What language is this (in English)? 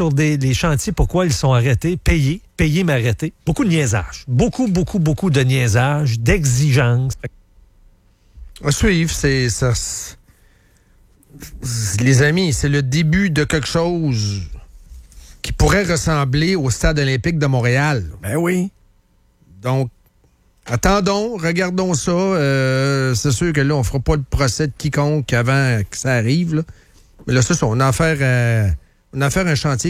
French